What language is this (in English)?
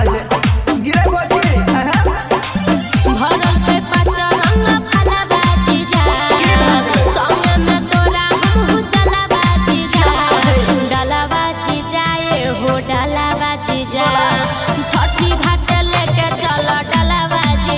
Bhojpuri